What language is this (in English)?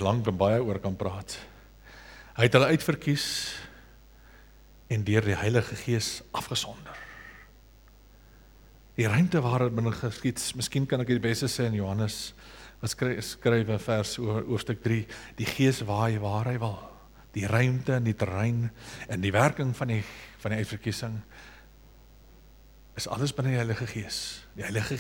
Afrikaans